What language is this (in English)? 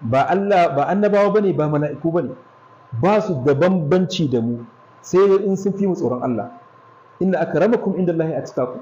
Hausa